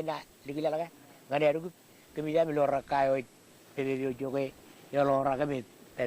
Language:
Marshallese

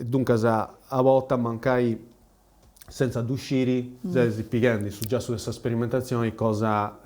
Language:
Sardinian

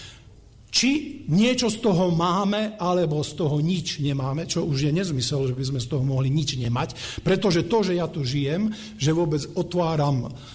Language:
Slovak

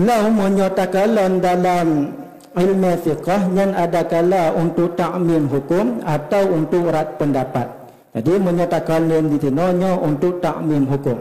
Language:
Achinese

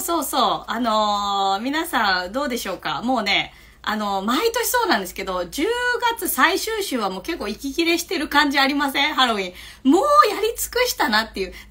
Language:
Japanese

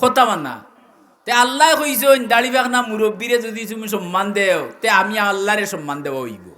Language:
Sylheti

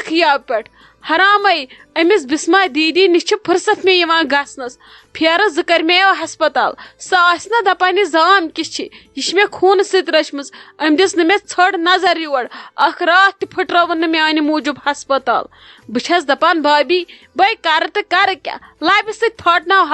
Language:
Kashmiri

